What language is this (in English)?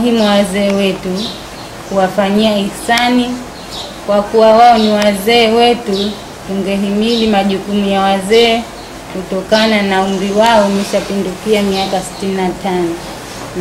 Swahili